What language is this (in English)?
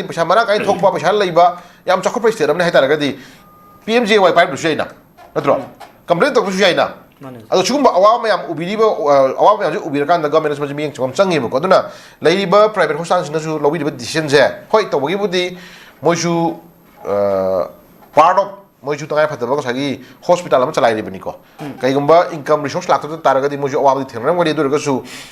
Manipuri